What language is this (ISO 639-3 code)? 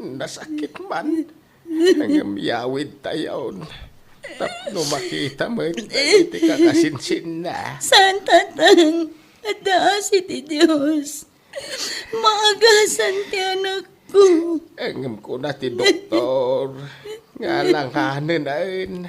ilo